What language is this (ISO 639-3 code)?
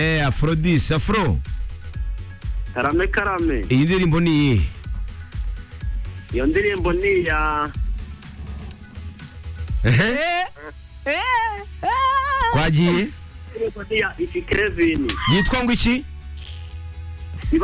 kin